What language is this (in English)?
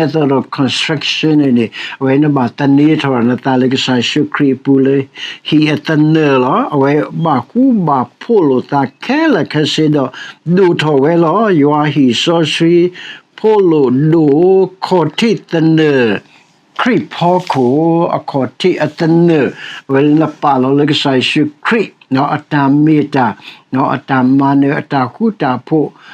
S'gaw Karen